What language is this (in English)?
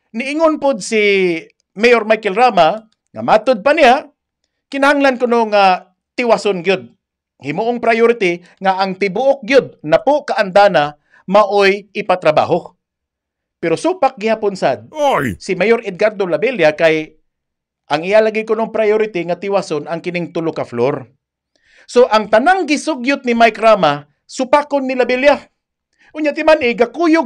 Cebuano